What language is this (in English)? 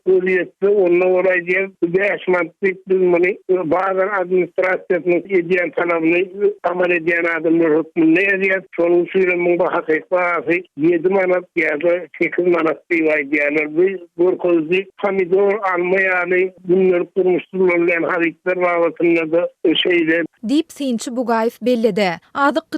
Turkmen